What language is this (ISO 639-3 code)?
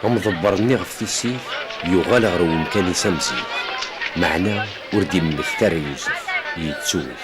kab